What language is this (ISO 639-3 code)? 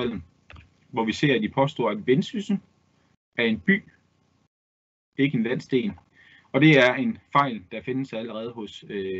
dan